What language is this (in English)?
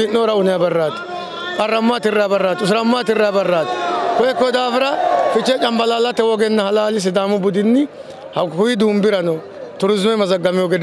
Sidamo